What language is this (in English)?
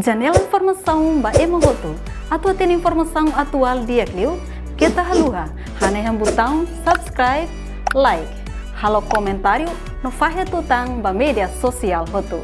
Tetum